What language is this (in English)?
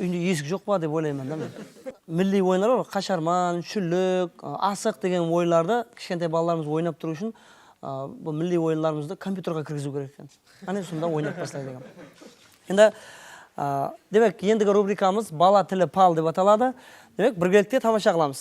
Kara-Kalpak